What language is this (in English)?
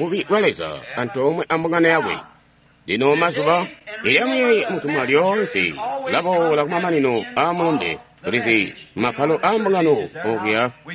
Tonga (Zambia)